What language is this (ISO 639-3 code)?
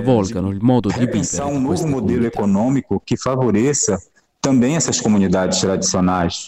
ita